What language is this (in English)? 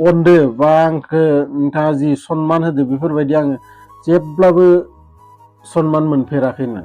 Bodo